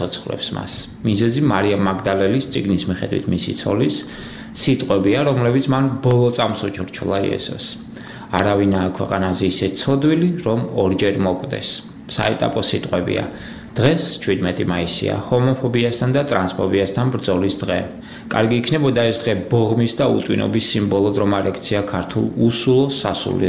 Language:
Georgian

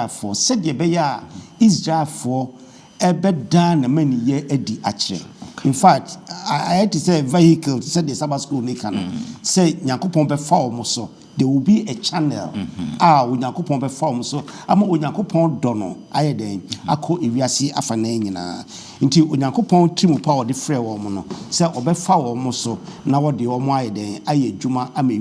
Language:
Akan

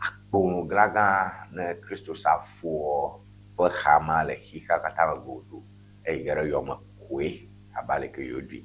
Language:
Ewe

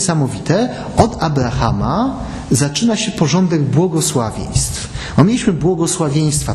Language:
Polish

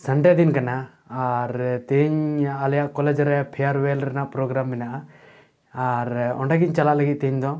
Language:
Santali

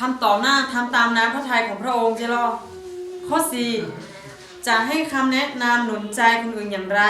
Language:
Akha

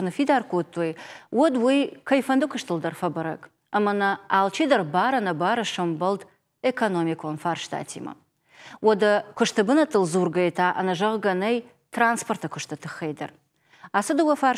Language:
Ossetic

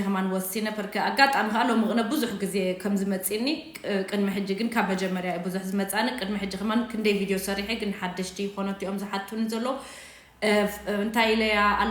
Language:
Tigrinya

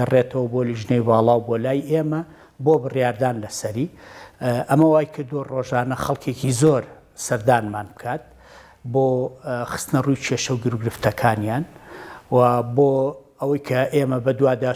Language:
Central Kurdish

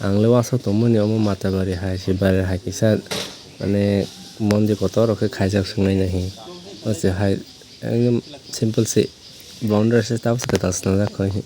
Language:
Kok Borok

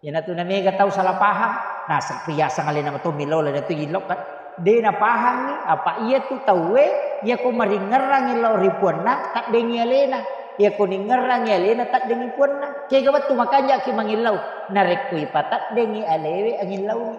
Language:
Buginese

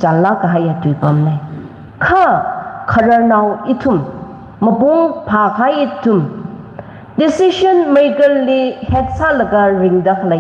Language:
Tangkhul Naga (India)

